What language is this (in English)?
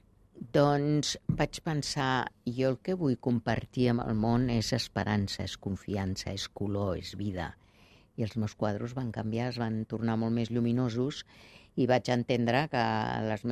Catalan